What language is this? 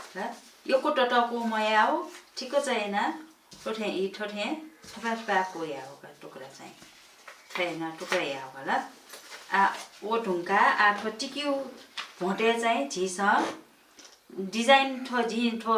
Newari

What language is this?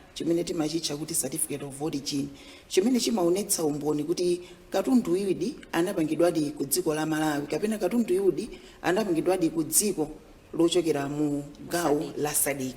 Nyanja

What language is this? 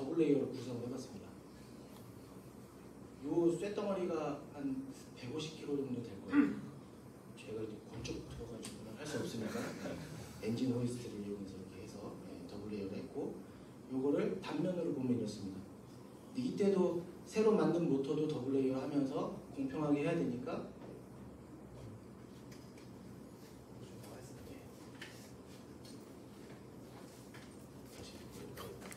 Korean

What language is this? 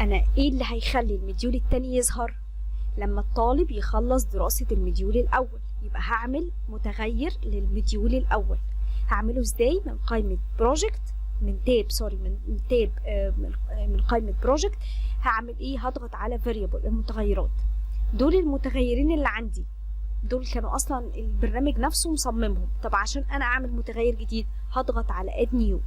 Egyptian Arabic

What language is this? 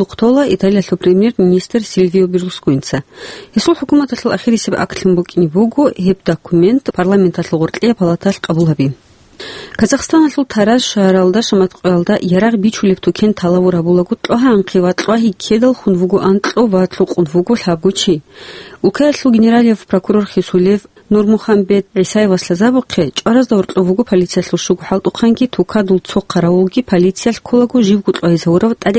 Avaric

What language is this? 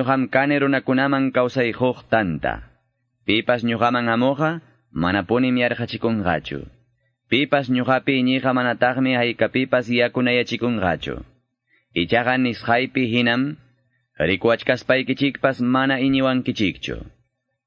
Quechua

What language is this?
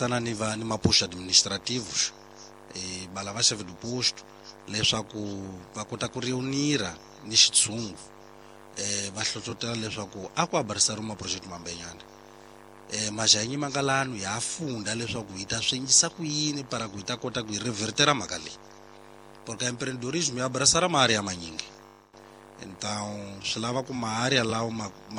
Tsonga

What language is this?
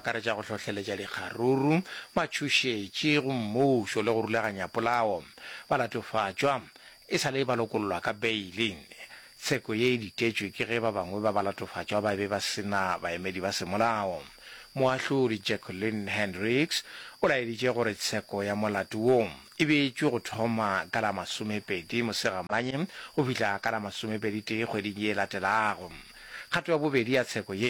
Northern Sotho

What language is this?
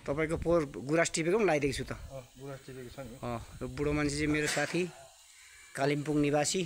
Nepali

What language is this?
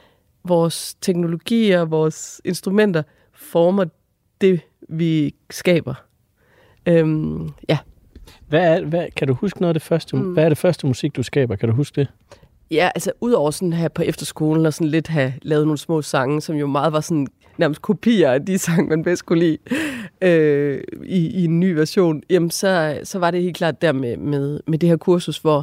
Danish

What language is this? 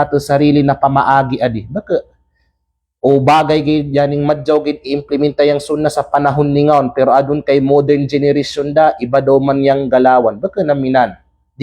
Kalagan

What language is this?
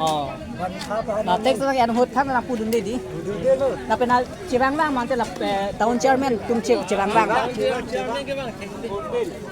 Karbi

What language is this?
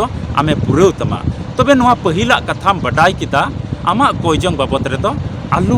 Santali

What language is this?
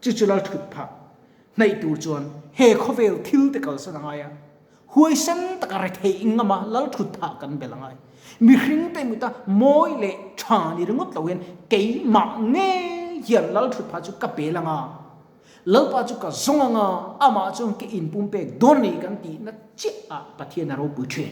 Mizo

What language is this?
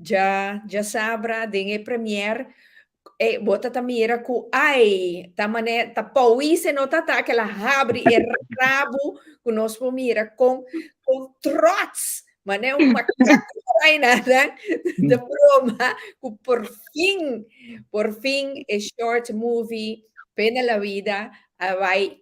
Papiamento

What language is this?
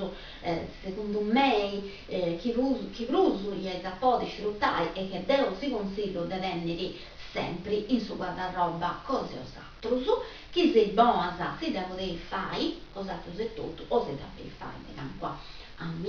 Sardinian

